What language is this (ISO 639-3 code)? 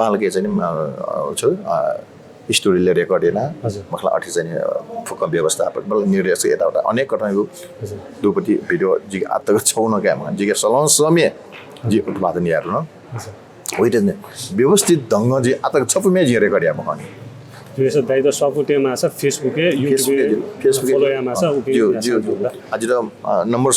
new